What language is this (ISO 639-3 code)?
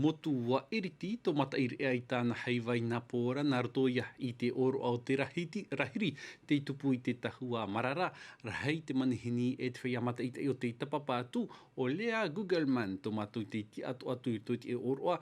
tah